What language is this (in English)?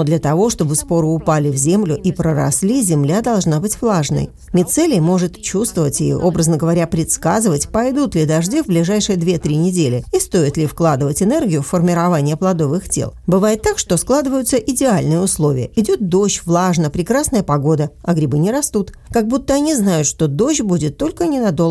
Russian